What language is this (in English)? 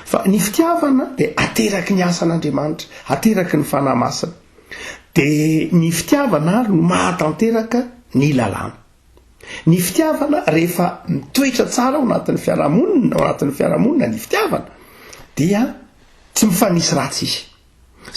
Malagasy